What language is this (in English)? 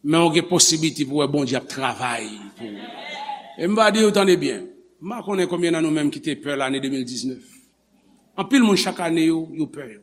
Haitian Creole